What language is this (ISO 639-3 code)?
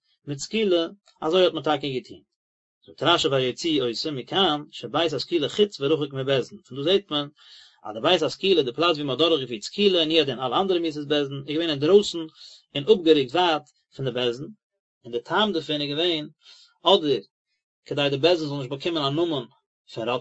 yid